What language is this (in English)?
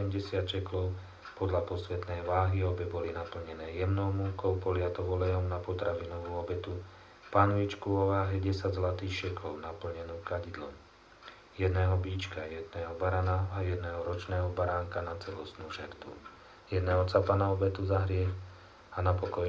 Slovak